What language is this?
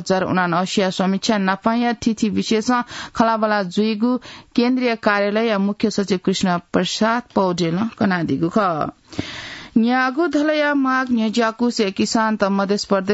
Newari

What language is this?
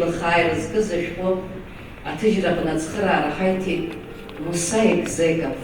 Abkhazian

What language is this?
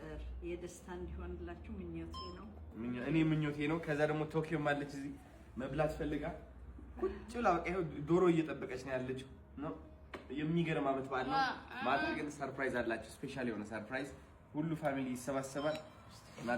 Amharic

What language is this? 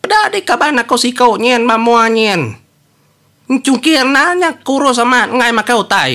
Iban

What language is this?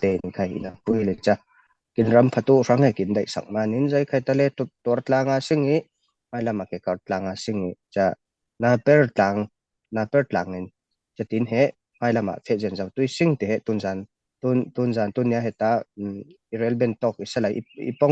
Falam Chin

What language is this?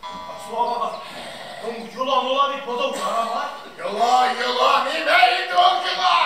Bashkir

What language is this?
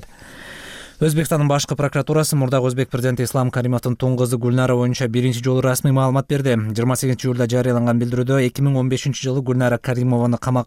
Kyrgyz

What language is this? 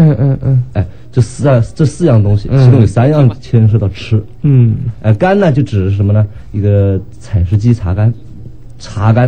Chinese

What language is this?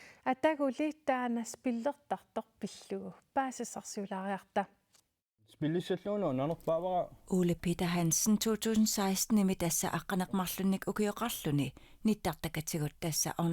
Kalaallisut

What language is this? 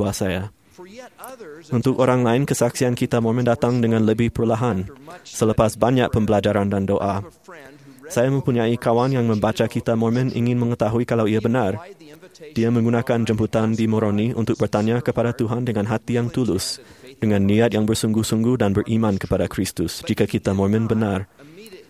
Malay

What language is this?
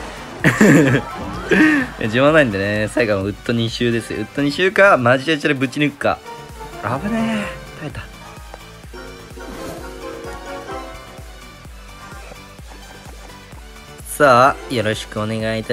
Japanese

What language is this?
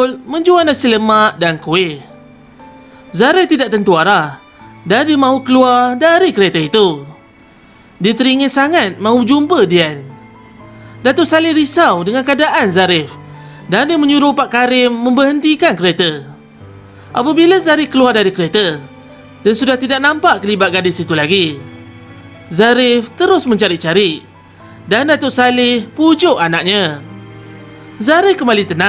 Malay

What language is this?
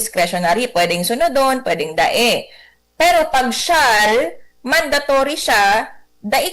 Bikol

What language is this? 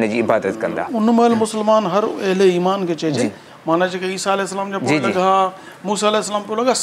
Sindhi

